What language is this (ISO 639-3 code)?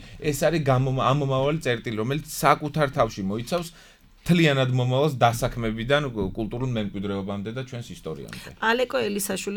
kat